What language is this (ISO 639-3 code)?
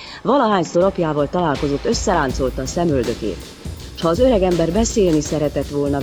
hun